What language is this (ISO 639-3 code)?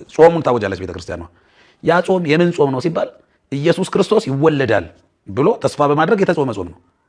amh